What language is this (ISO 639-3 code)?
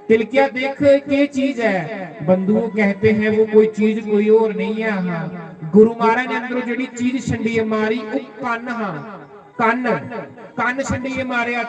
doi